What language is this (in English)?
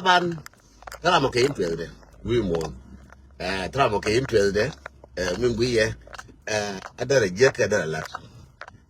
Nuer